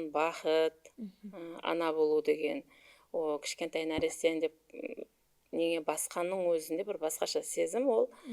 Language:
Kara-Kalpak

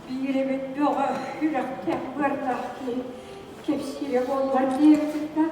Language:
Yakut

